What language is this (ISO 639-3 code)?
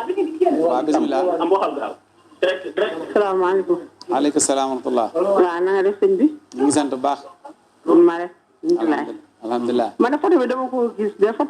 wol